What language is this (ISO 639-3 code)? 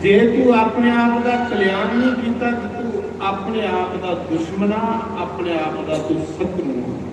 doi